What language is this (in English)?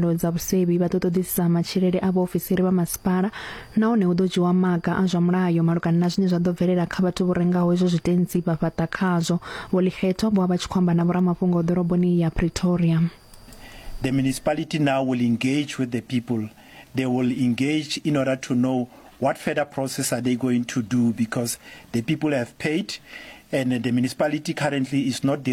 Venda